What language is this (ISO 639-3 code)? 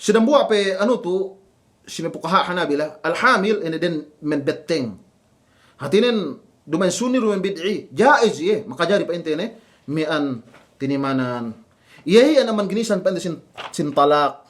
yka